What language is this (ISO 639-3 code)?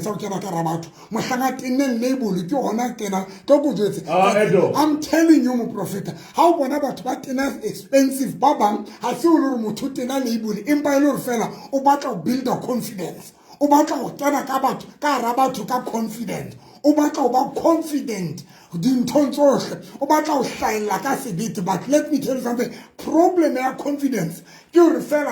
sot